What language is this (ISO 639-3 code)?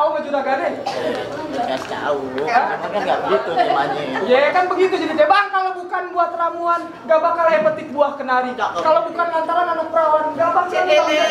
bew